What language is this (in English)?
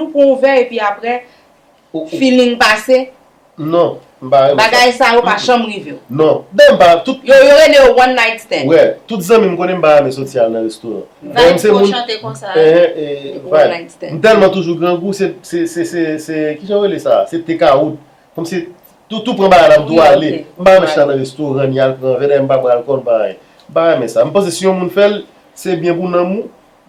Haitian Creole